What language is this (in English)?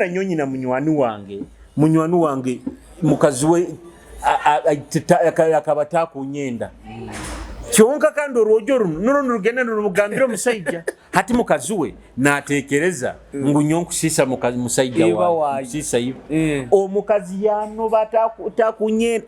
Nyoro